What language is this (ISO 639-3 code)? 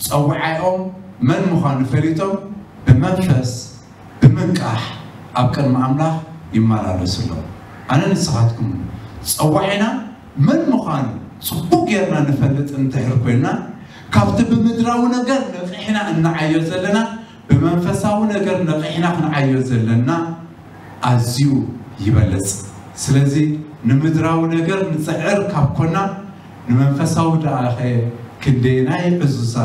tir